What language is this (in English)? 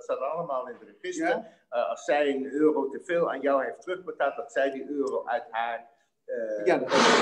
Dutch